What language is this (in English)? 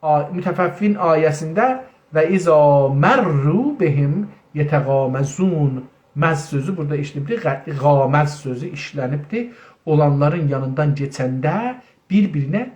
South Azerbaijani